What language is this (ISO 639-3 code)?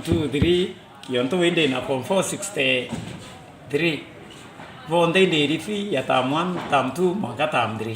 mer